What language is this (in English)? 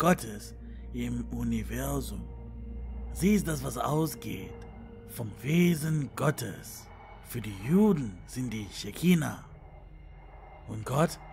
German